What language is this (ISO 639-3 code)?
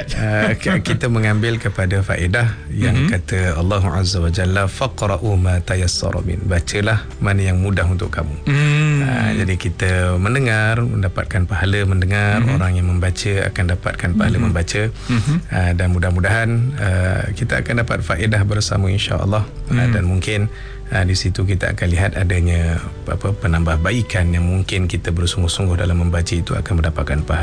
msa